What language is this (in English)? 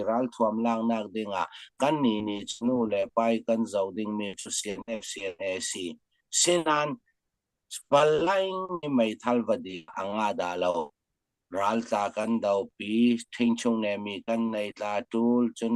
Falam Chin